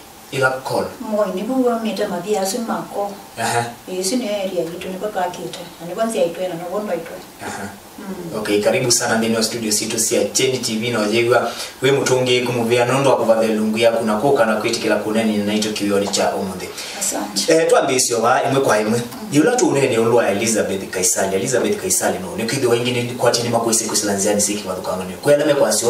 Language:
Kamba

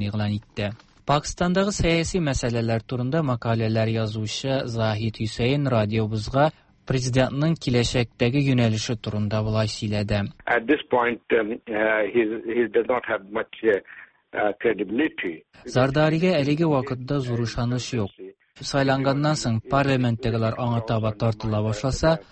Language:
Tatar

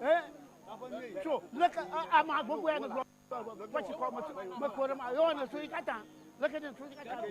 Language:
Ewe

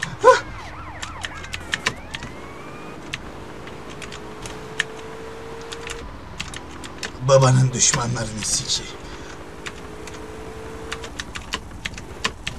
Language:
Turkish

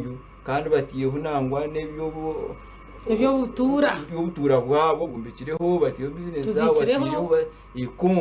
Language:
Nyankole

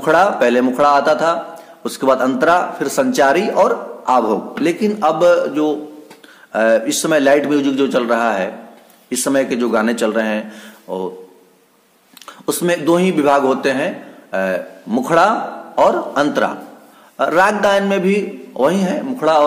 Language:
Hindi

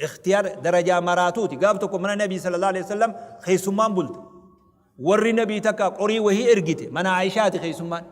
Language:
Oromo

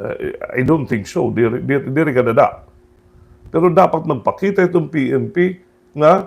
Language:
Waray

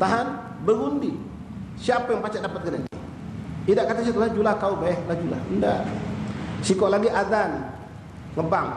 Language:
Musi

